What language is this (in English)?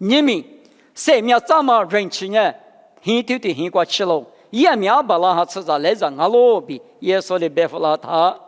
Lisu